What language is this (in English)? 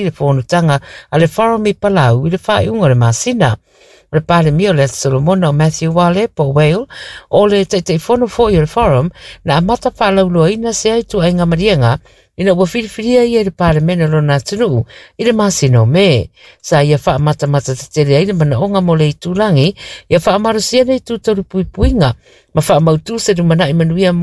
Samoan